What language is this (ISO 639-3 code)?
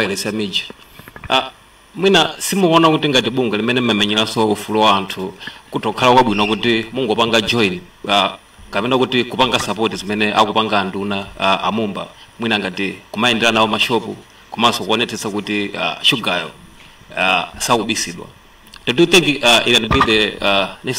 nya